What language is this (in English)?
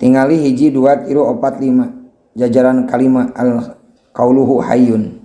Sundanese